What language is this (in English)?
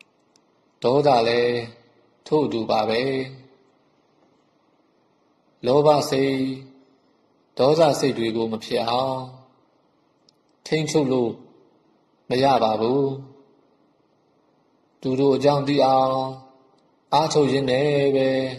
Burmese